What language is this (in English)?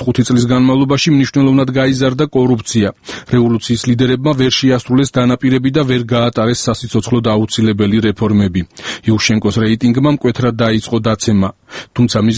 Georgian